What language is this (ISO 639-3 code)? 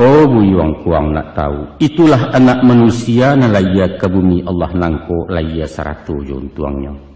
min